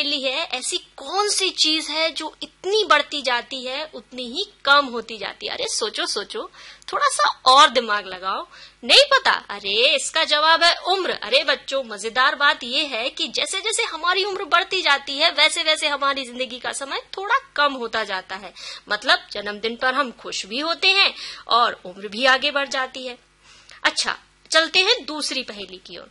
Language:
Hindi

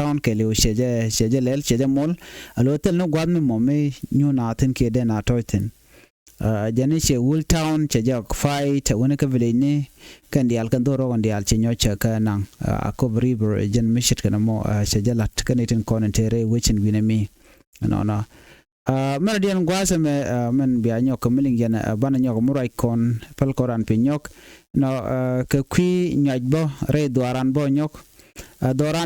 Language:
Nuer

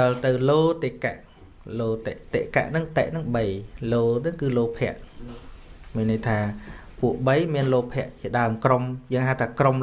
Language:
Khmer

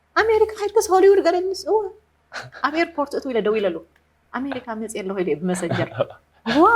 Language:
Tigrinya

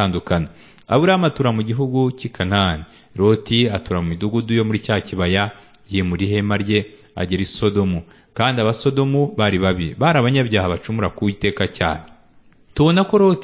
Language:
Kinyarwanda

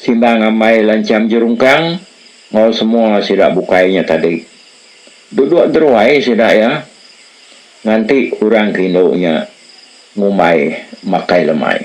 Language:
Iban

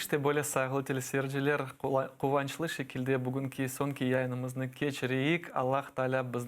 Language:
Crimean Tatar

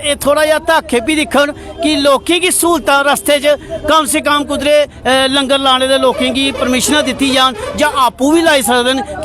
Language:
Dogri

